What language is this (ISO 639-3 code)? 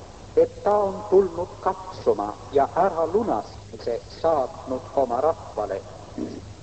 est